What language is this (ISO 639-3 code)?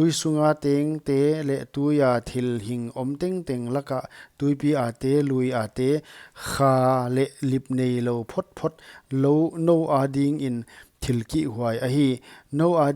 pck